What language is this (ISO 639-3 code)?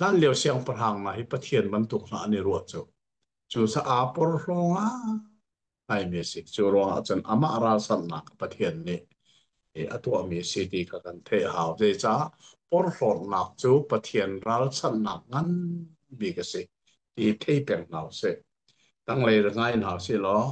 cnh